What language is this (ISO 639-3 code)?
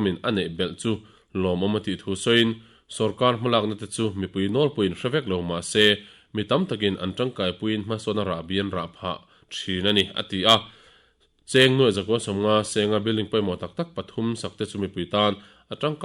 lus